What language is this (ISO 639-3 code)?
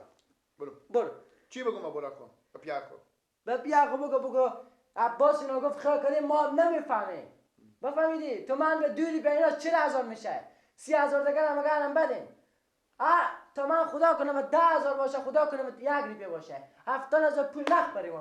fas